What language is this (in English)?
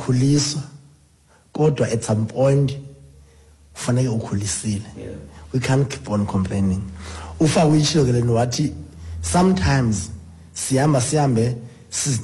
Xhosa